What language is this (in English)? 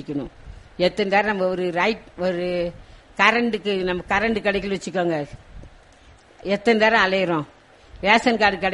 Tamil